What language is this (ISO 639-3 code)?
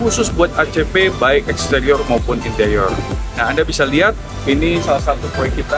ind